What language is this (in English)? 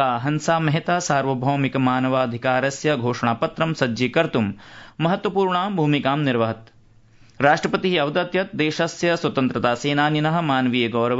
Sanskrit